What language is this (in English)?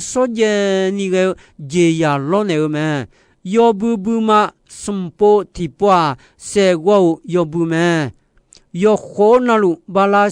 Akha